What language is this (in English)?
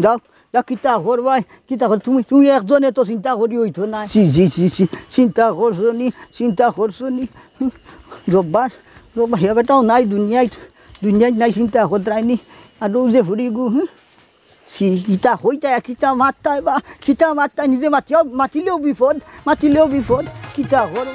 Sylheti